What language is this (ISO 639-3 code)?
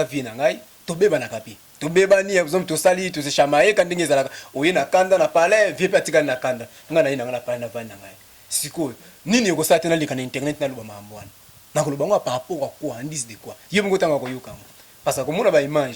lin